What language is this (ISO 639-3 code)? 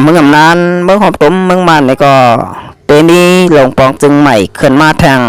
shn